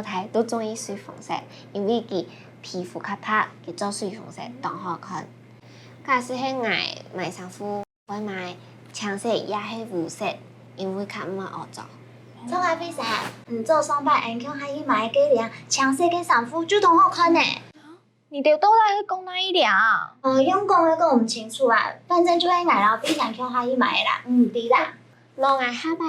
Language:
Hakka Chinese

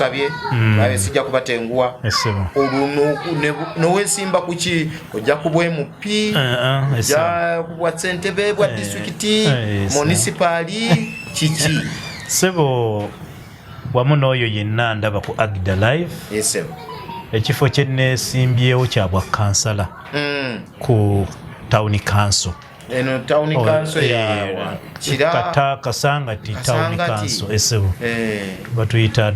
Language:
Ganda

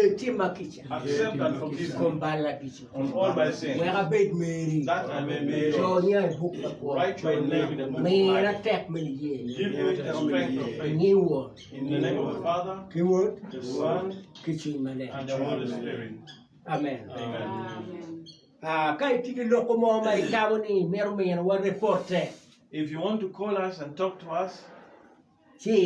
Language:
Acoli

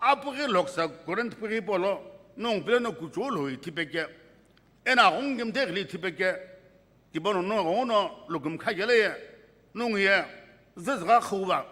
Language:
Sumi Naga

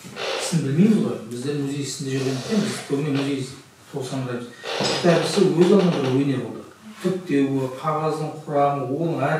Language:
Kazakh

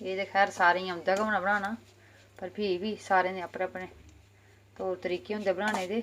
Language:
Dogri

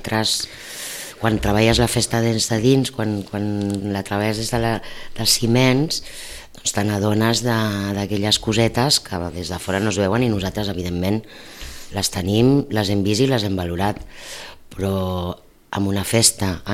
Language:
Catalan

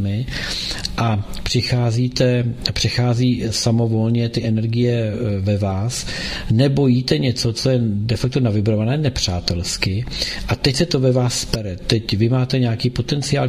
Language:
Czech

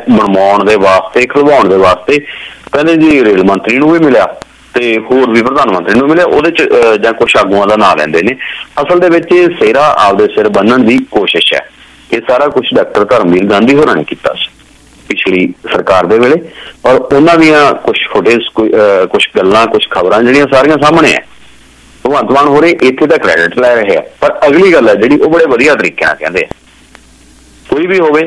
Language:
Punjabi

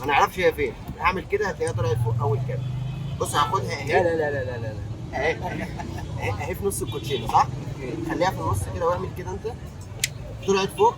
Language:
Egyptian Arabic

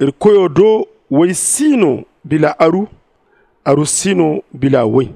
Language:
Zarma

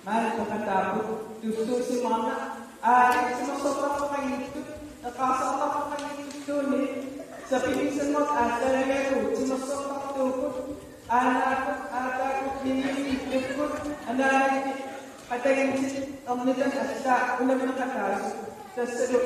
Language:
Kalaallisut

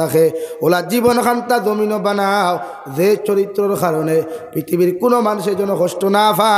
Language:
Sylheti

